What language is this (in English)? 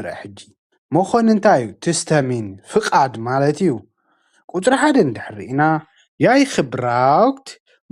Tigrinya